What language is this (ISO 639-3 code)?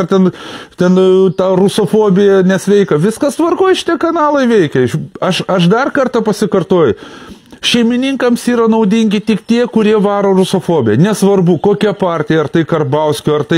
lit